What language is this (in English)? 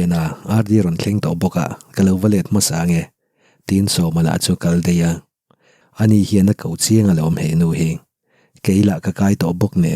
Mizo